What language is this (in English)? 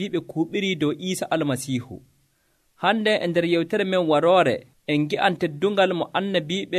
Nigerian Fulfulde